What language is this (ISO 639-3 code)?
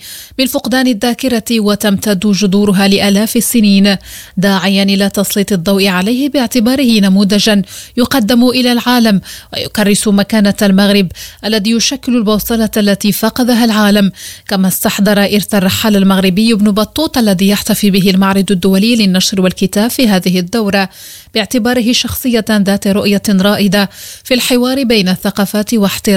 ara